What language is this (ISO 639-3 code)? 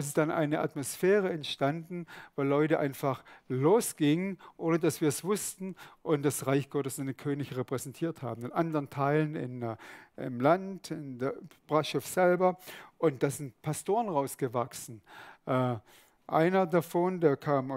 gsw